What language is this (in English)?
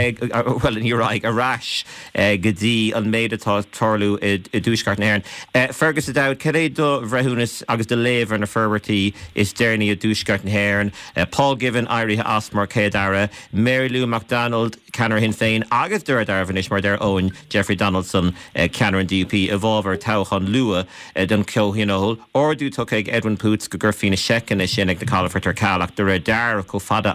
Irish